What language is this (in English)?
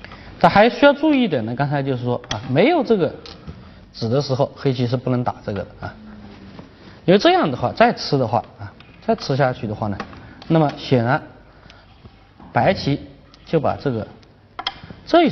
Chinese